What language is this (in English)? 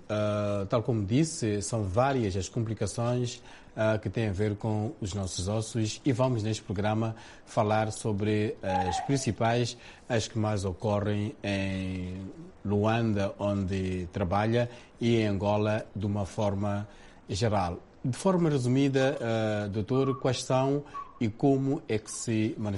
Portuguese